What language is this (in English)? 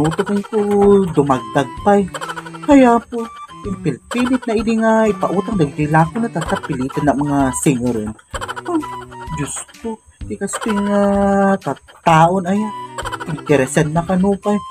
Iloko